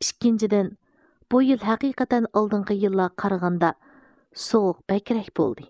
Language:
Uyghur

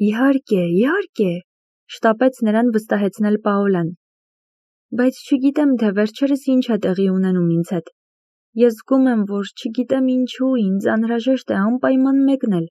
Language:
Armenian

